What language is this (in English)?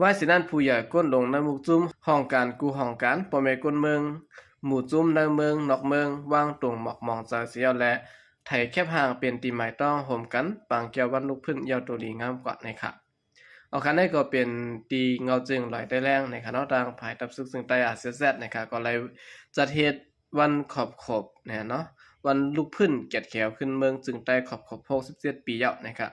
Shan